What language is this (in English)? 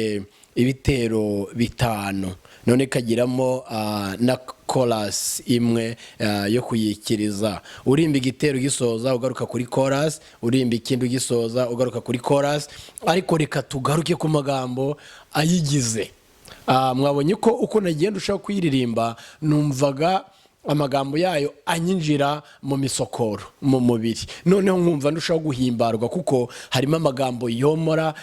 Kinyarwanda